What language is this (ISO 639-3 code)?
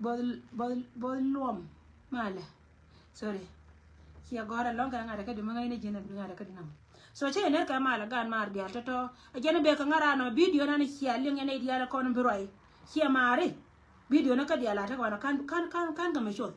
nus